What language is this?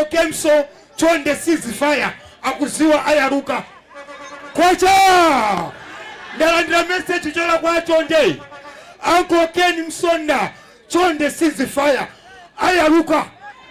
Nyanja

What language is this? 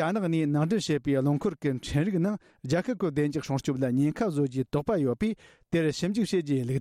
Tibetan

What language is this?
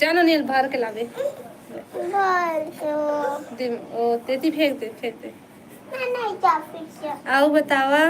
Chhattisgarhi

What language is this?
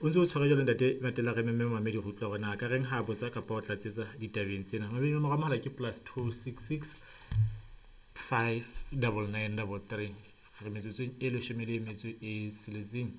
Southern Sotho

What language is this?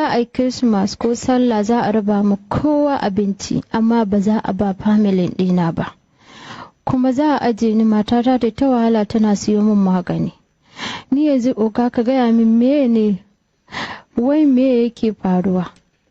Hausa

